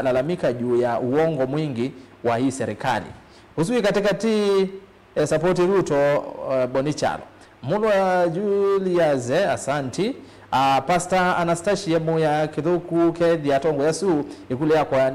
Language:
Kamba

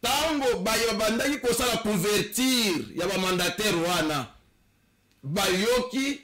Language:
Lingala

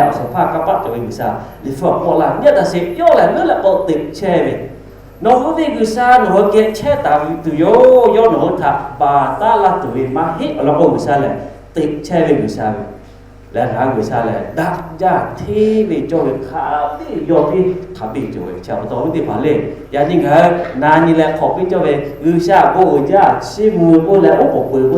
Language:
Lahu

